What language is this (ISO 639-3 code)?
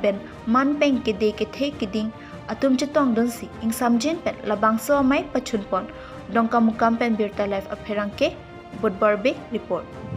mjw